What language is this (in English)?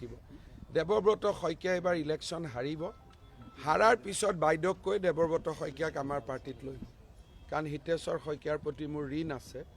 Assamese